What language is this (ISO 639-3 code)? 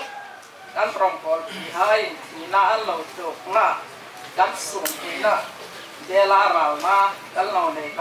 hmr